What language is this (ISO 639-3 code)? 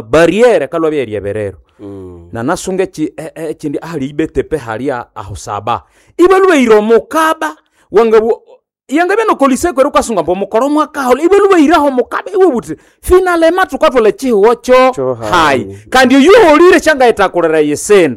nnb